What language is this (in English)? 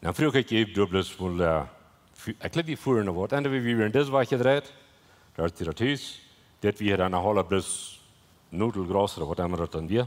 Plautdietsch